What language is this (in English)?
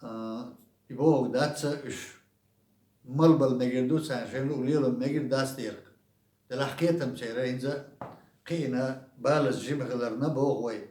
Chechen